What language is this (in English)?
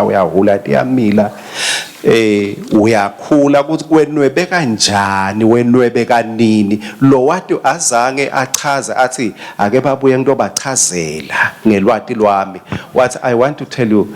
Swati